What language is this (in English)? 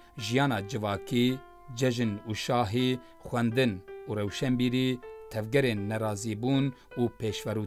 Kurdish